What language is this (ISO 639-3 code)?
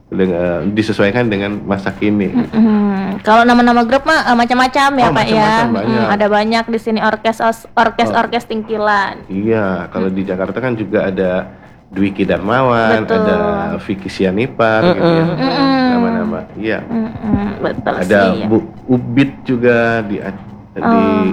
ind